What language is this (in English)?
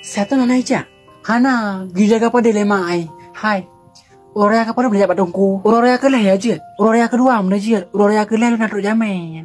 Achinese